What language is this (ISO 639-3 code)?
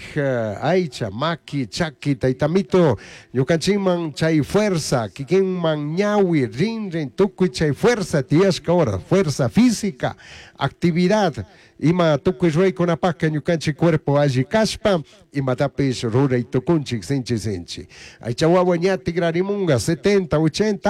qug